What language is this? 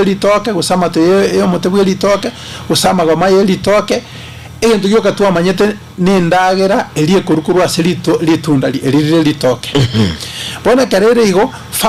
Gusii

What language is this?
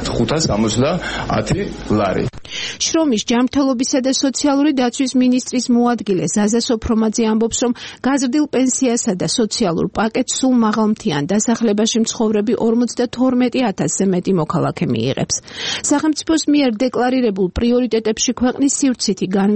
Georgian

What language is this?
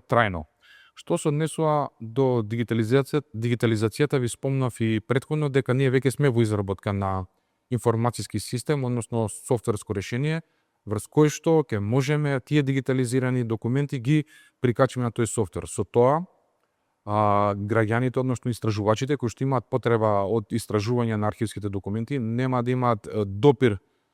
Macedonian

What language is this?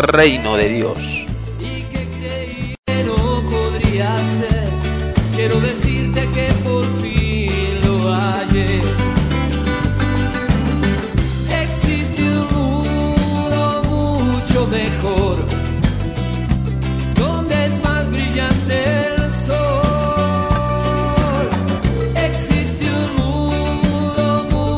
Spanish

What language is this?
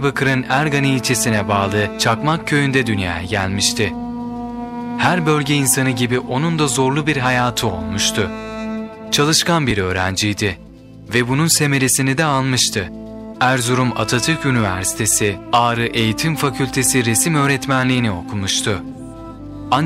Turkish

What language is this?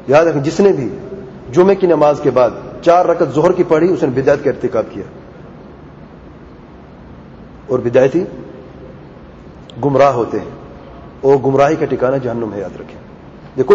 Urdu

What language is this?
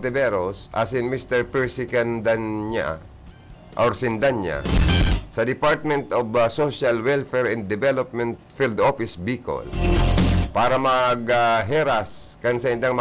Bikol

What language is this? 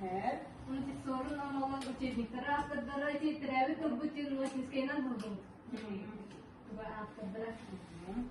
Yakut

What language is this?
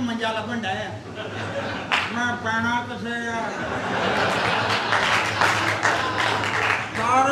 Punjabi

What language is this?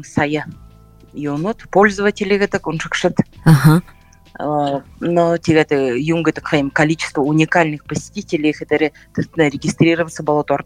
Buriat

